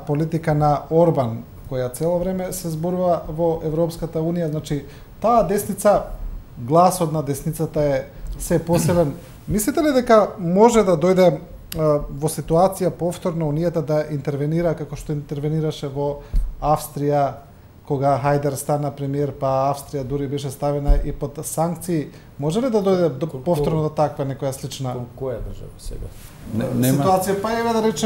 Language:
Macedonian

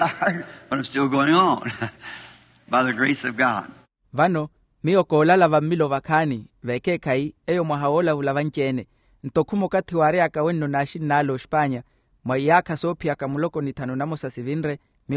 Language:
Makhuwa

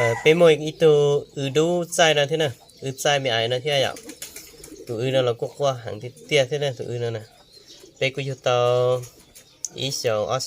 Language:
Hmong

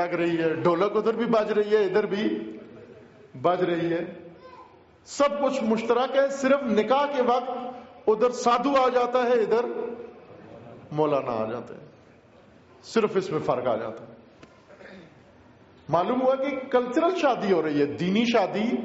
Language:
Urdu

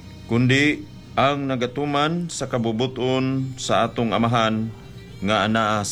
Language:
Cebuano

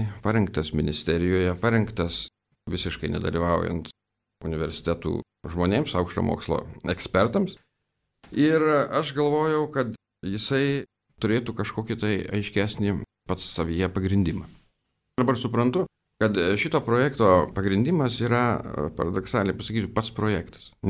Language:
Lithuanian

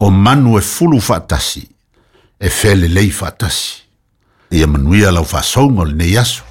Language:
Samoan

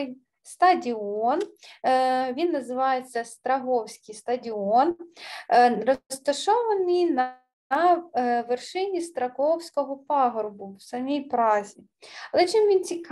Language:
Ukrainian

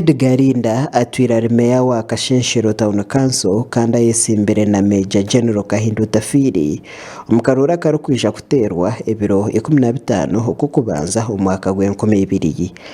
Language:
Nyankole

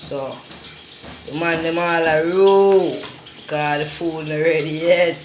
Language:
Jamaican Creole English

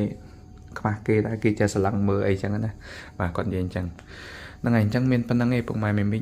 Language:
Khmer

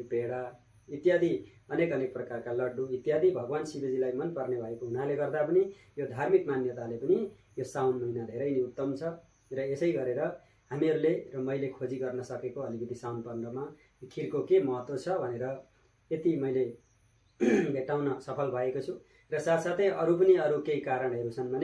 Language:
Nepali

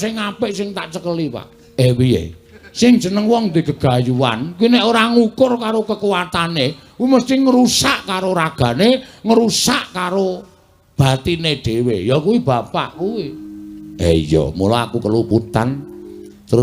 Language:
Javanese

